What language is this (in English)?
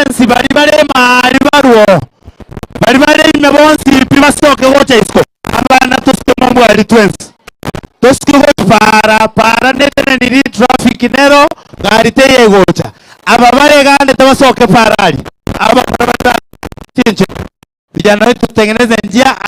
Gusii